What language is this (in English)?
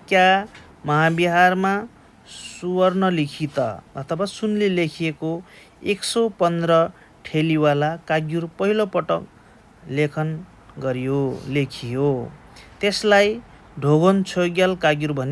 Nepali